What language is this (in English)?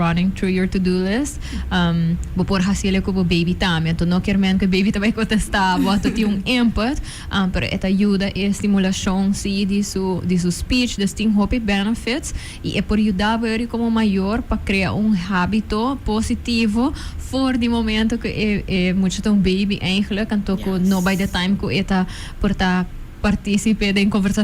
Papiamento